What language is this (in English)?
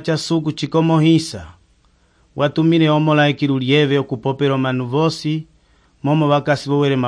Umbundu